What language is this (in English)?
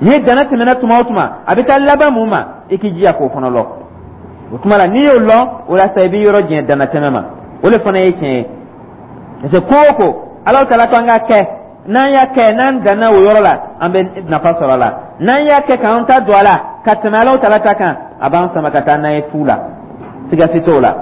Dyula